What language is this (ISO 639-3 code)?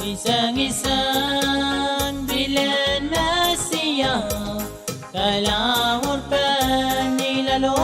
pon